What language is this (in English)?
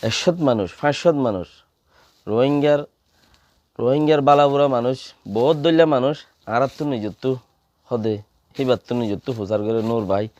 Rohingya